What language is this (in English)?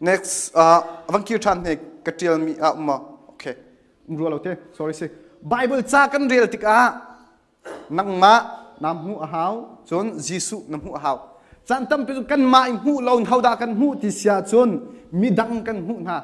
Hakha Chin